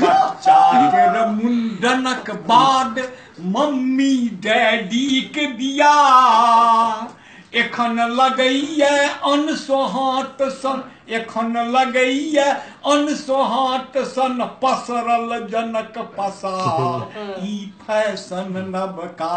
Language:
Maithili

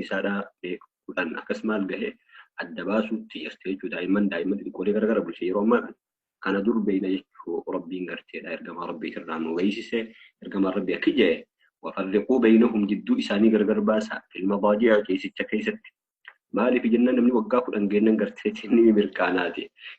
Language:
Oromo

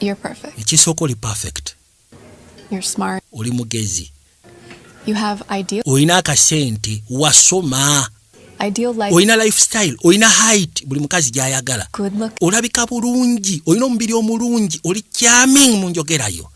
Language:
Ganda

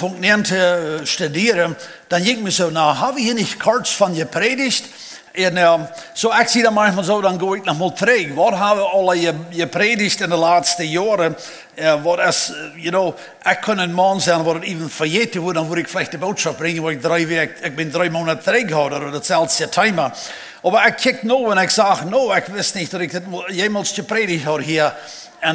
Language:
Plautdietsch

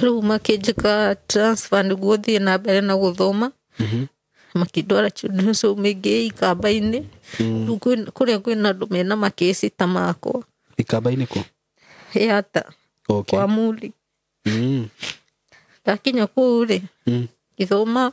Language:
Kikuyu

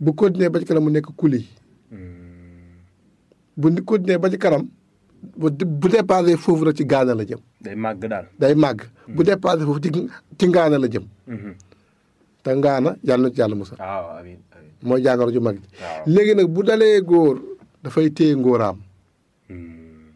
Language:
Wolof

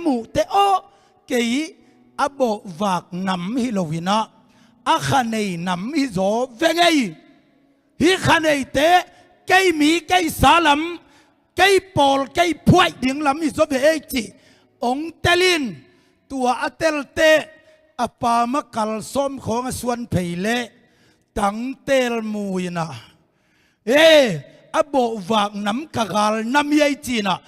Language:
Tedim Chin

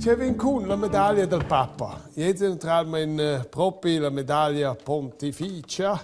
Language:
Romansh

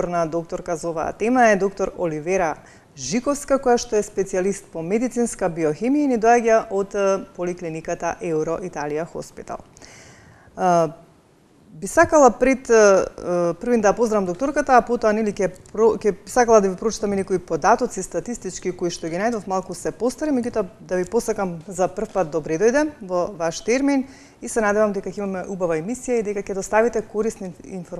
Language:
Macedonian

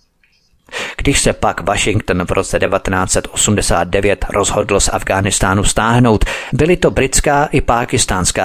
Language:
Czech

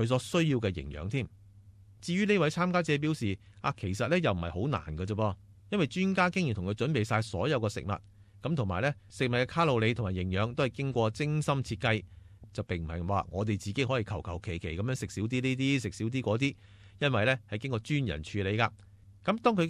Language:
Cantonese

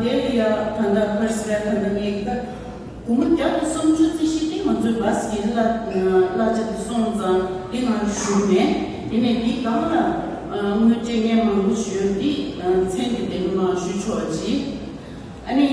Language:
Tibetan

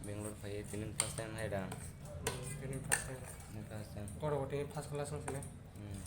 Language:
Kok Borok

